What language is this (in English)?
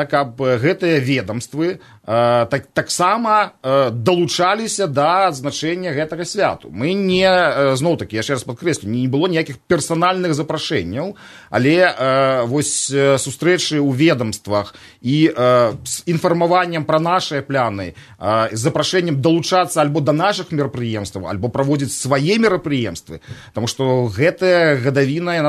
Belarusian